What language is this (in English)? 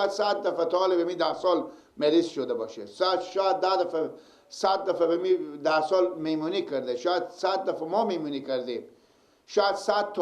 Persian